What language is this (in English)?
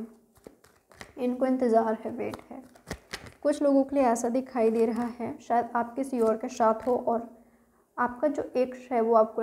Hindi